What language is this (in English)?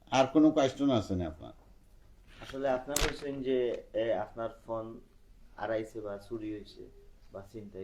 Sylheti